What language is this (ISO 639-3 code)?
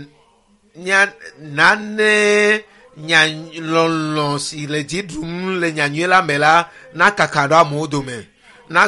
ewe